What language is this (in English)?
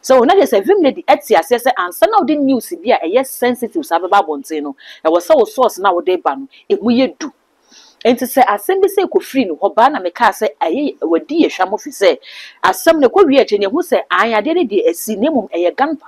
Akan